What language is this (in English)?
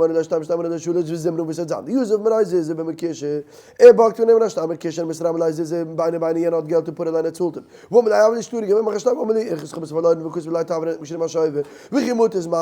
Yiddish